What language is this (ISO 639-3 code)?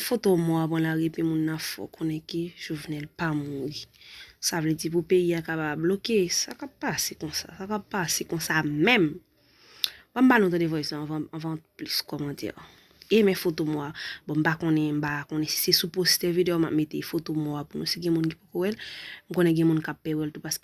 hat